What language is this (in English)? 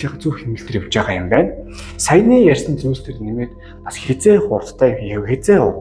Mongolian